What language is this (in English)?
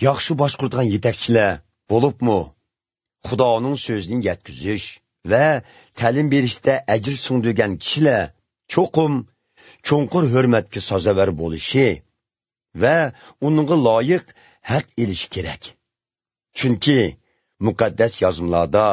Uyghur